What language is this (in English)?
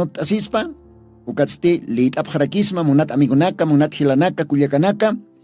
Aymara